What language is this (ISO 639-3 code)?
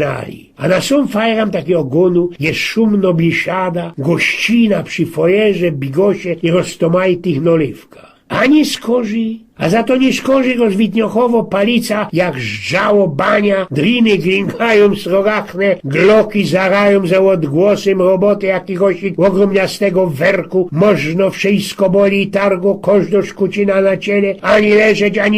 szl